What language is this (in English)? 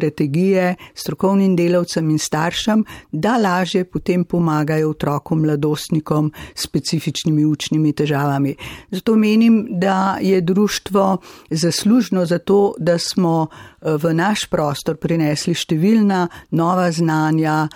Slovenian